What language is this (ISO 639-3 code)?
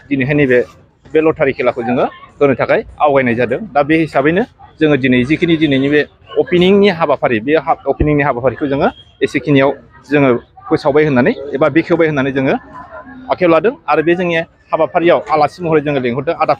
brx